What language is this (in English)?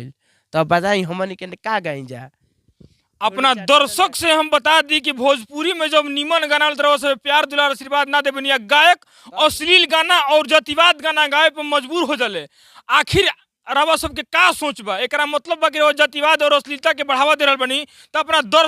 Bhojpuri